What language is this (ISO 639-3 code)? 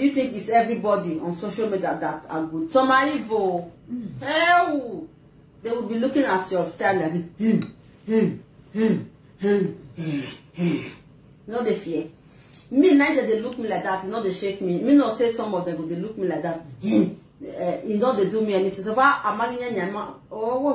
pcm